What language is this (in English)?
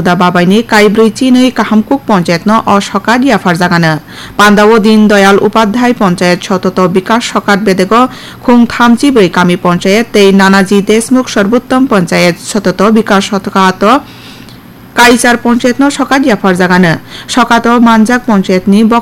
Kok Borok